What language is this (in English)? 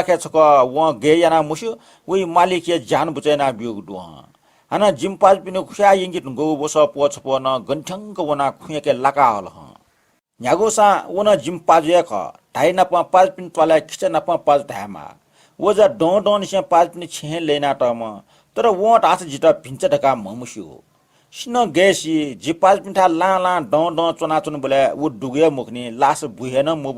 Newari